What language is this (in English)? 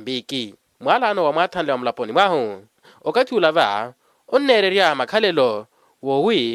Makhuwa